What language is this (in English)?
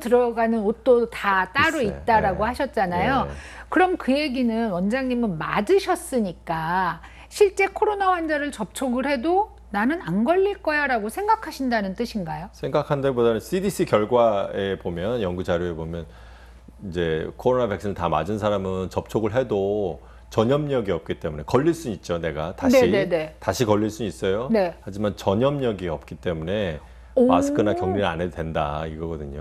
Korean